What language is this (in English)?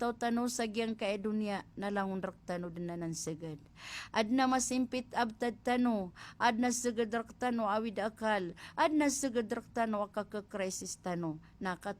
Maranao